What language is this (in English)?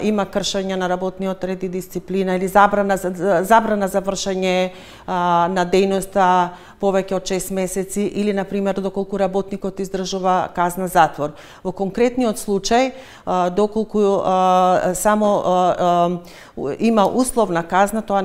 Macedonian